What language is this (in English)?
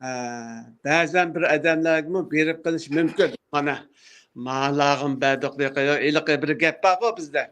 Uyghur